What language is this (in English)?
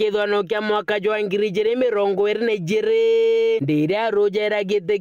Meru